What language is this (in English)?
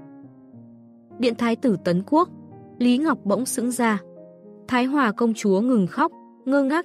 Vietnamese